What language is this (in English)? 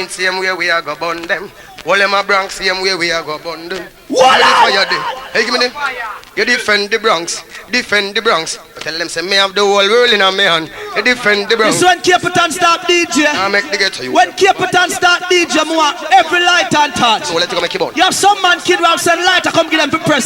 Jamaican Creole English